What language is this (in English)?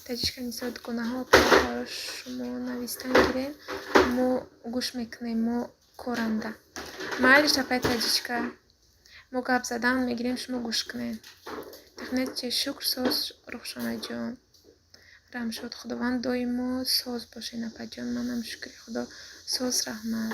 Tajik